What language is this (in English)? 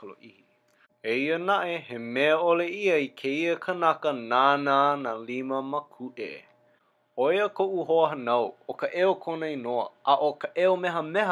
Hawaiian